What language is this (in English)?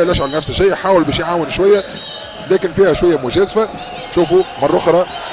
Tunisian Arabic